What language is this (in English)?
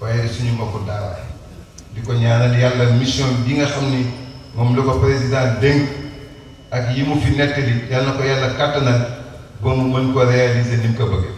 Wolof